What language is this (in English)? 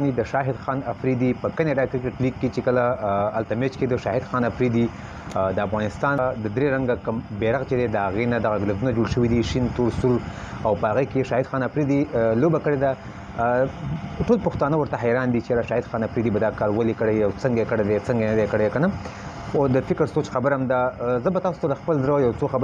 Pashto